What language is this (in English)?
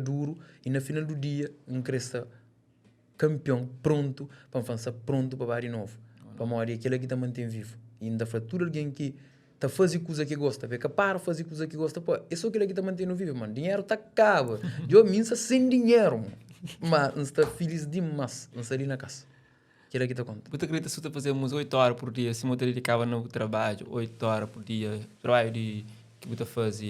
Kabuverdianu